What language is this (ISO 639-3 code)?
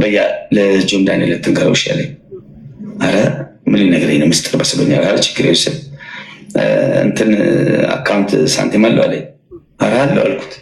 amh